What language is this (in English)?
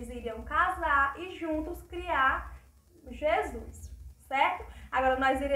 Portuguese